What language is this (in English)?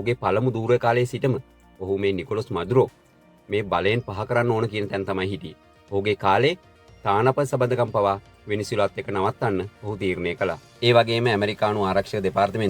Sinhala